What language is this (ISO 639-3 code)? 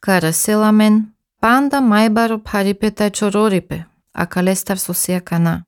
sqi